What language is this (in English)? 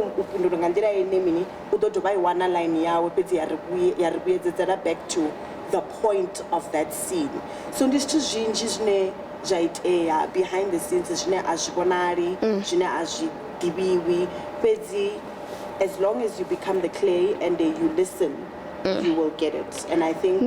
Venda